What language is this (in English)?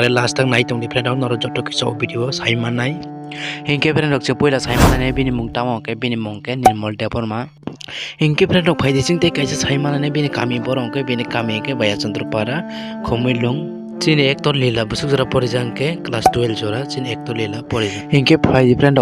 Kok Borok